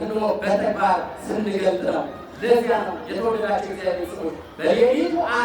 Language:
Amharic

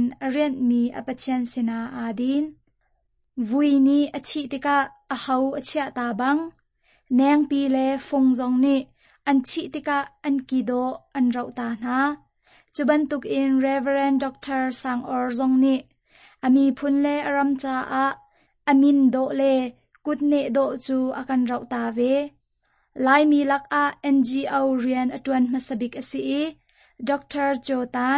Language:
Hakha Chin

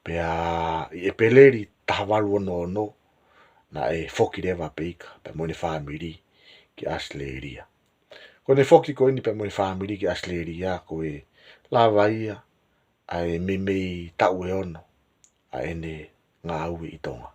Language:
Tongan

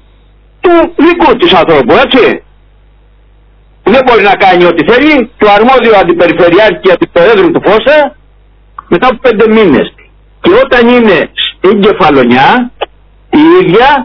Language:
Greek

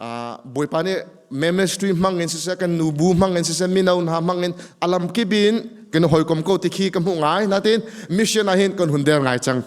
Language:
Hakha Chin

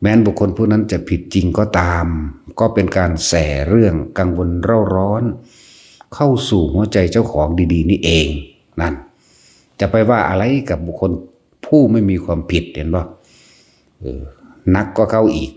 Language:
Northeastern Thai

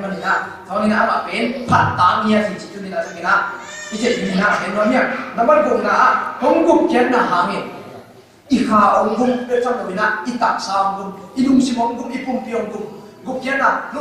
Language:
Tedim Chin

